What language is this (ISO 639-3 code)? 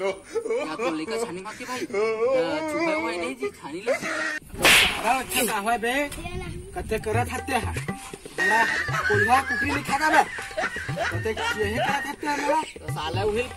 hne